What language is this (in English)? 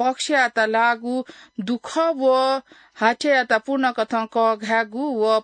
Newari